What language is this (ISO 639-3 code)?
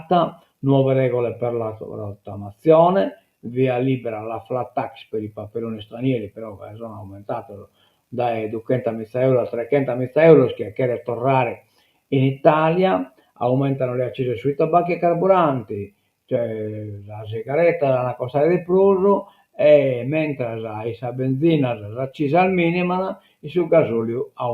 srd